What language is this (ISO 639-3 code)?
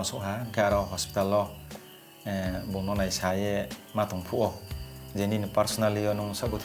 ria